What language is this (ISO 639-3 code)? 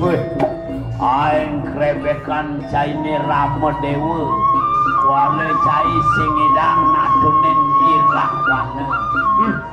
ban